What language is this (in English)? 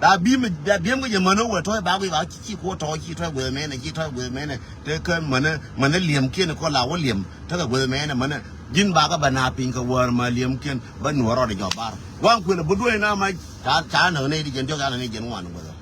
Nuer